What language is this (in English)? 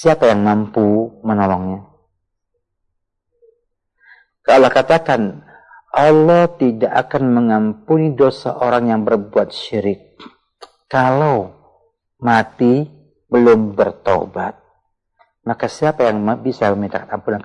Indonesian